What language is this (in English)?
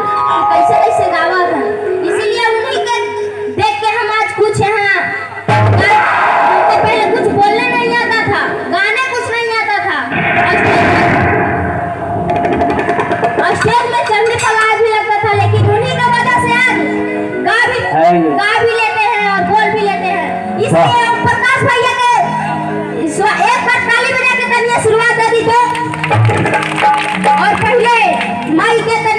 Bhojpuri